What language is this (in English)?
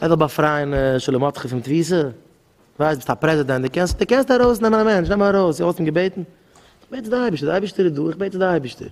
Yiddish